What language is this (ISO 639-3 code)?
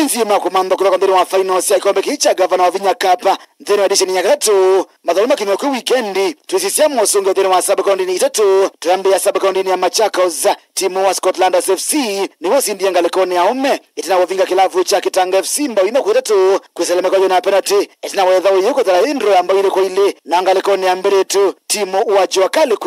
kam